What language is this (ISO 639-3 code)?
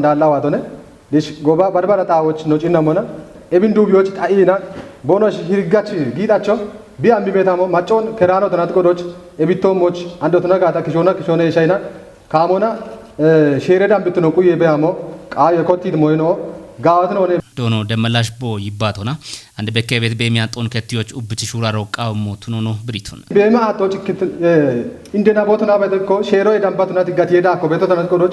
kbr